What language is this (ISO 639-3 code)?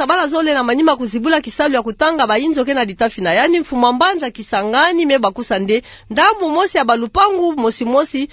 ktu